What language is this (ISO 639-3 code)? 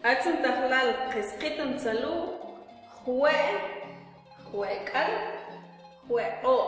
mam